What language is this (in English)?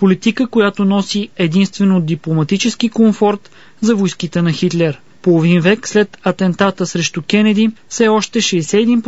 Bulgarian